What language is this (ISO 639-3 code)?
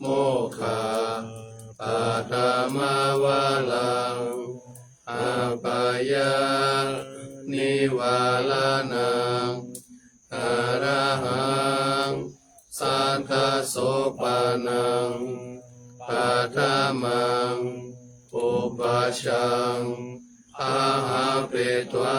pli